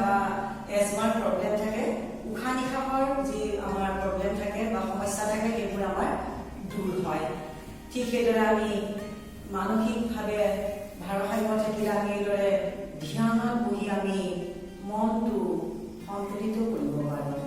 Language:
Assamese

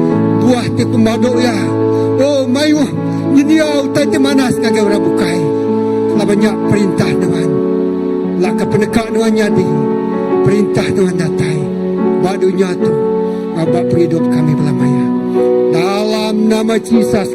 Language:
Iban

